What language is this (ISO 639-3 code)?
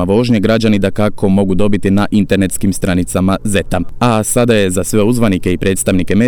hrv